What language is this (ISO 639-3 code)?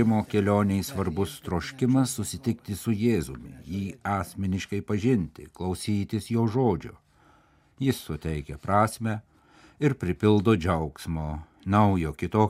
lit